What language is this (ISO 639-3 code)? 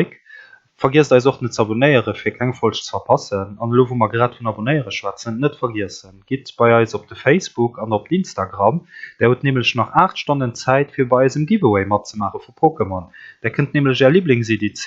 ltz